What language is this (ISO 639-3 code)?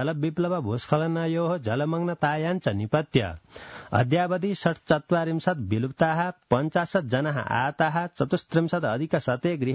san